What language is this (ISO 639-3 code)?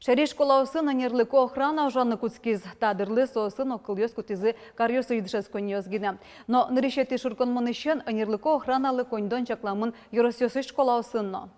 udm